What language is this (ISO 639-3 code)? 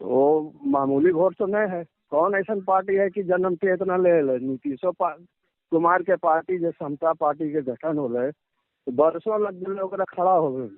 mag